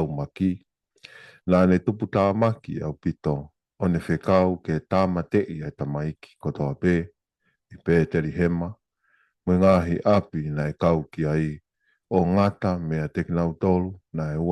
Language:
Tongan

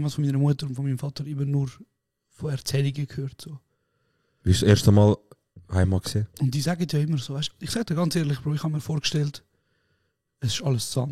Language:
Swiss German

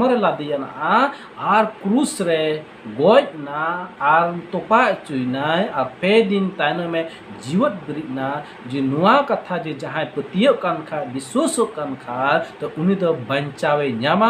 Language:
Santali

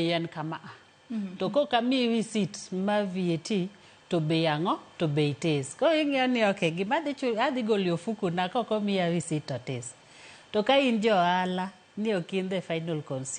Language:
Luo (Kenya and Tanzania)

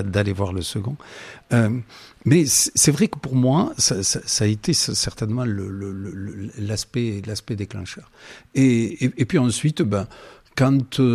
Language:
French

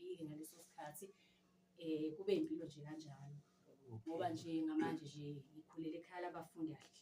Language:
Zulu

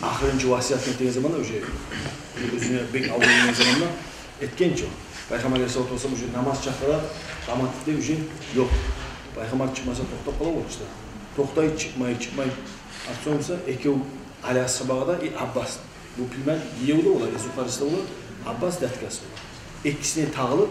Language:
Kumyk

